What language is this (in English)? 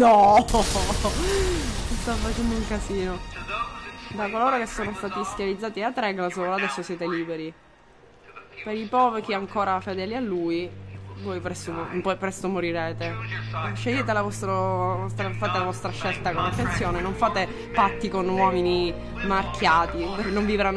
Italian